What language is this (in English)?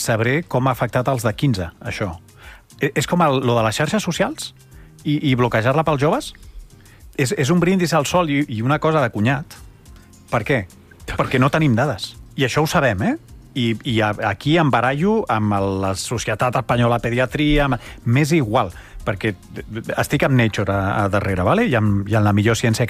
Catalan